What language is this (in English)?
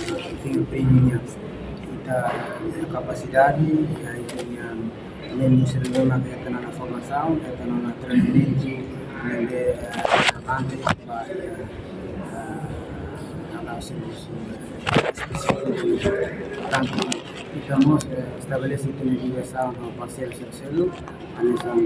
Tetum